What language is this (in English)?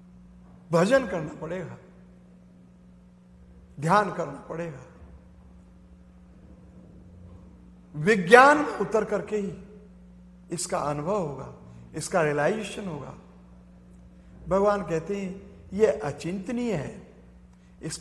Hindi